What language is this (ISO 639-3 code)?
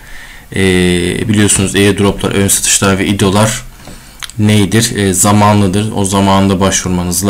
tur